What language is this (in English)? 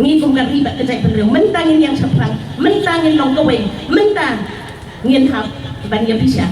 Khasi